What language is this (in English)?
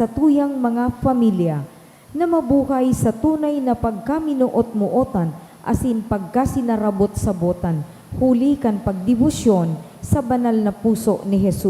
Bikol